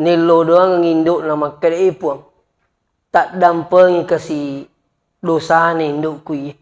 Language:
Buginese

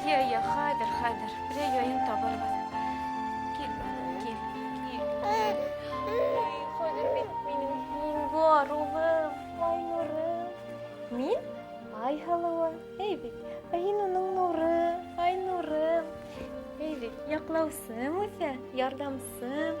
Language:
Bashkir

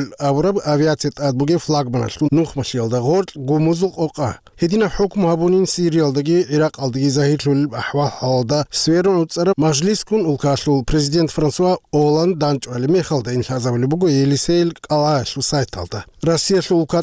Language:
Avaric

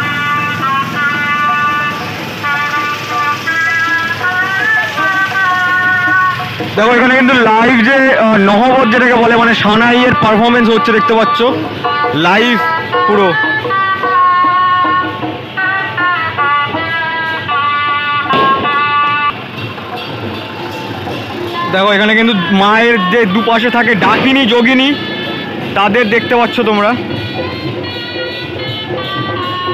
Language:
Bangla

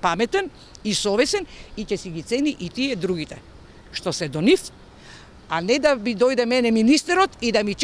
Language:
Macedonian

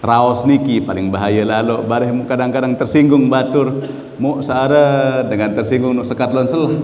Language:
Sasak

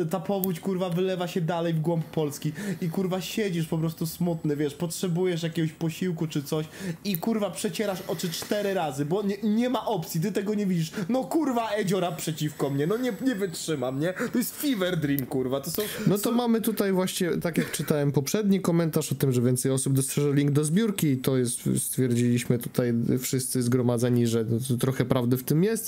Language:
Polish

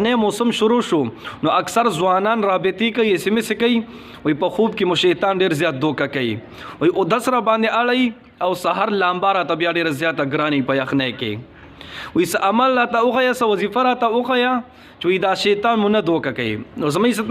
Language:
Pashto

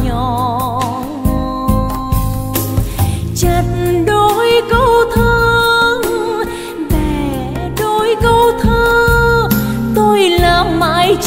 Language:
Vietnamese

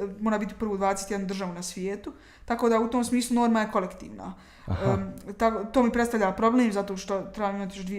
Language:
Bosnian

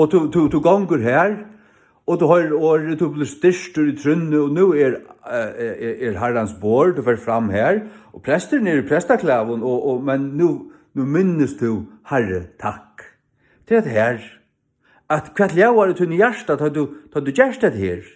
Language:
Faroese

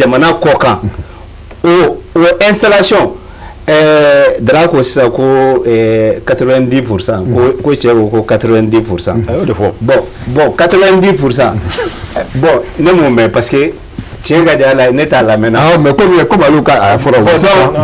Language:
Bambara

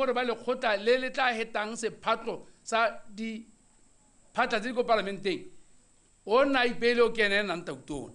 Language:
Tswana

